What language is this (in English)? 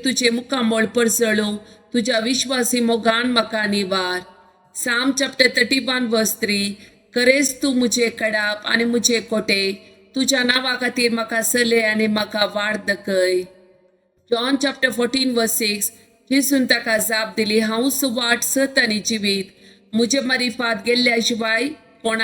Konkani